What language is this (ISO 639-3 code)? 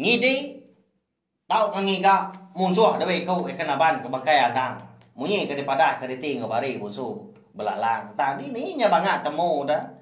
iba